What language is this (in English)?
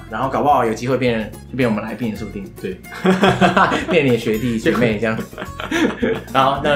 Chinese